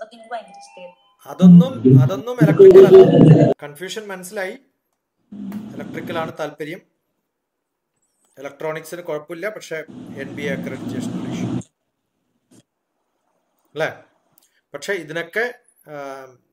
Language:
Malayalam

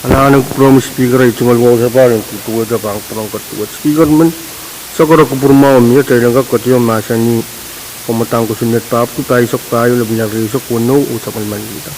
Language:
Pohnpeian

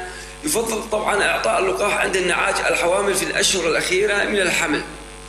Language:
North Levantine Arabic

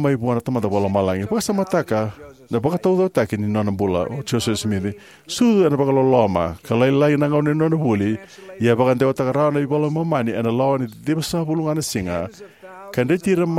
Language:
Fijian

